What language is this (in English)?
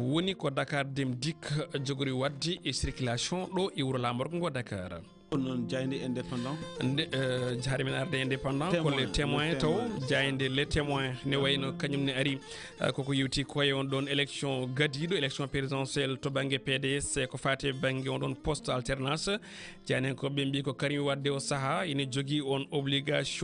Fula